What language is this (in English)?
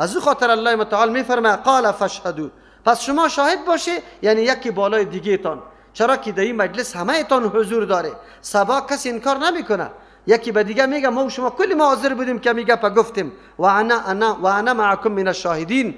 Persian